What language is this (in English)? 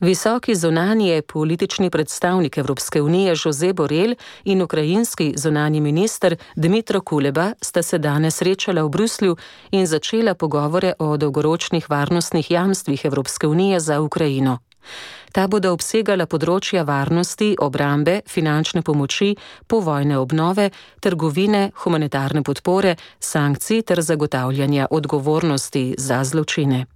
Slovenian